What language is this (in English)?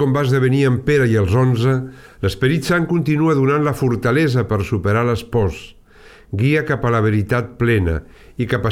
Catalan